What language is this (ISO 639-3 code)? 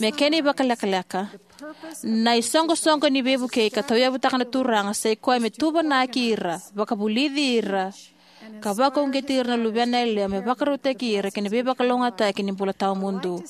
fij